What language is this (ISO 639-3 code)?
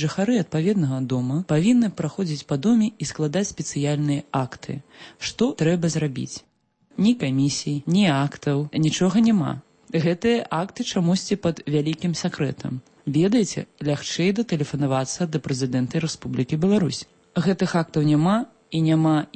bel